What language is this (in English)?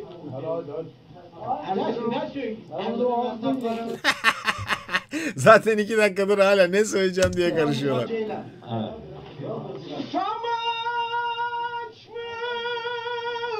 Turkish